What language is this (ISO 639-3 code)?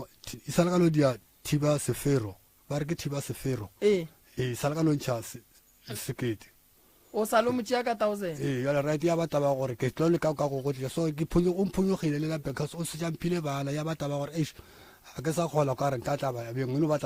nso